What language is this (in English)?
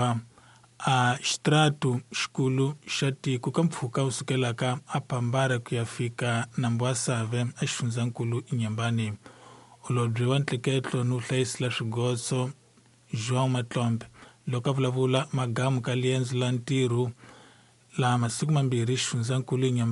Tsonga